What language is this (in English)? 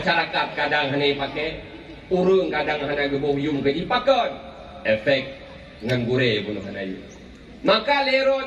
Achinese